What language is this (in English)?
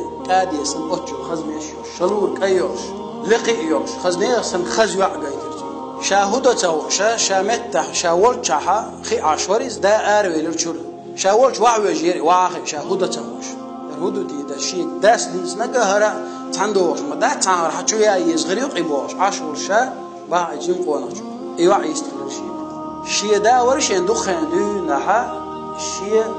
Chechen